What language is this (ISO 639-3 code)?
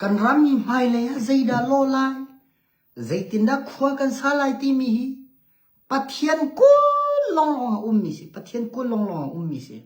cnh